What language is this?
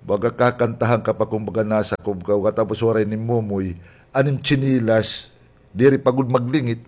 Waray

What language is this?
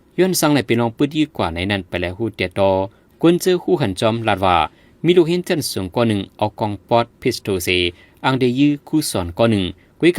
Shan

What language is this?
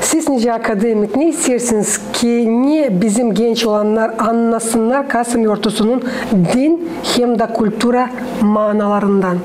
Gagauz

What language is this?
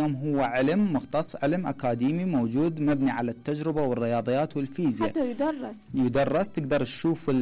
Mesopotamian Arabic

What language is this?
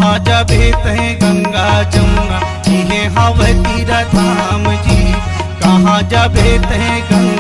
Chhattisgarhi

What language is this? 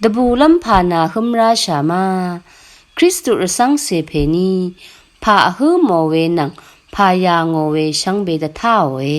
Rawang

